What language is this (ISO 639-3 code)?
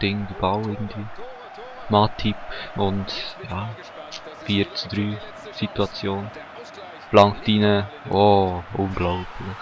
gsw